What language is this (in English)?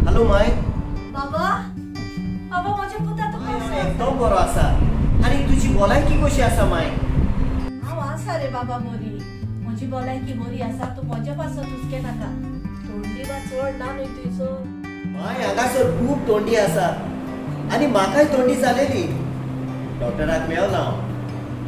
Konkani